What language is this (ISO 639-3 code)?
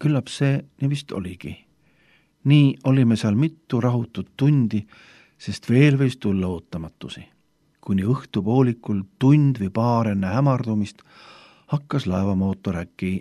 est